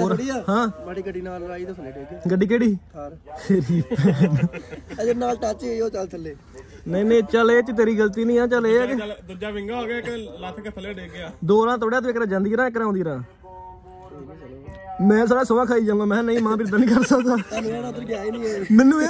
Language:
Punjabi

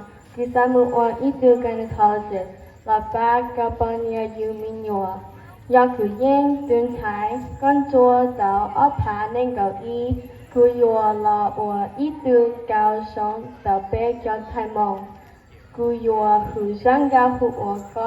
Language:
Hmong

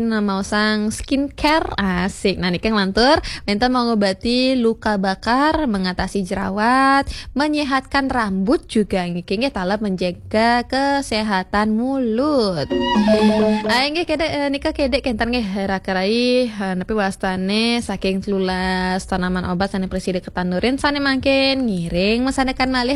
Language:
Balinese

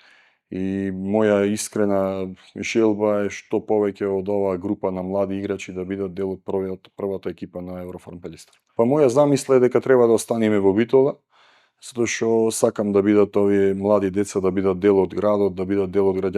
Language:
Macedonian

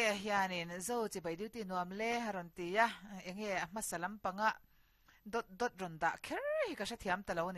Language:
Mizo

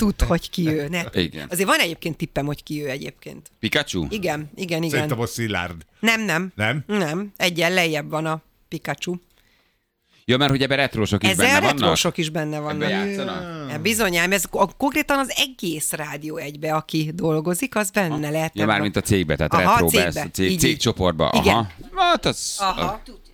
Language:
Hungarian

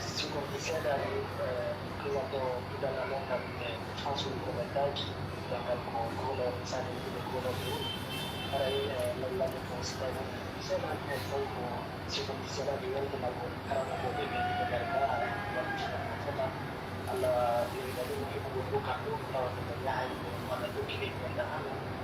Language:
Pular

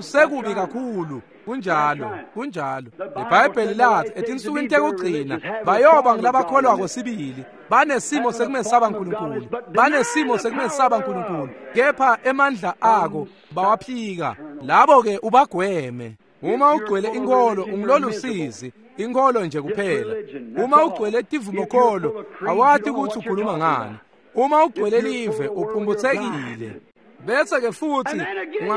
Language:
Swati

